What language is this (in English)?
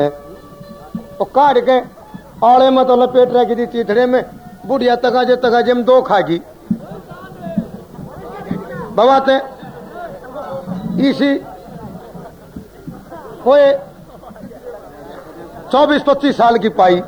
Haryanvi